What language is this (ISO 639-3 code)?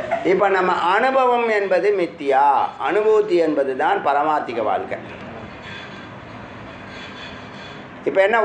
tam